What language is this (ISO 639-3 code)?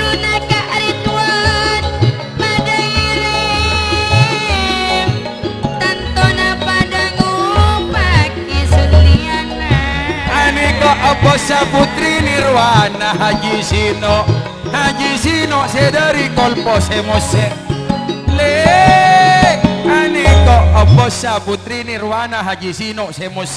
mad